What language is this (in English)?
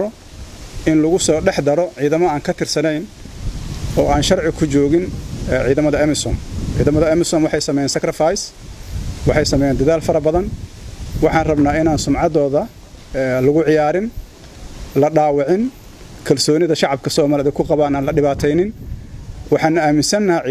Somali